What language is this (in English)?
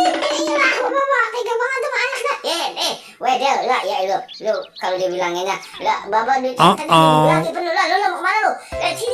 Betawi